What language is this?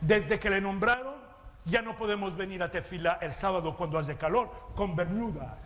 Ladino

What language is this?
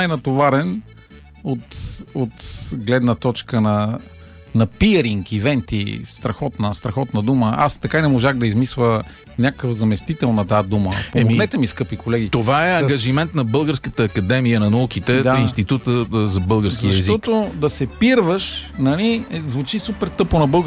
Bulgarian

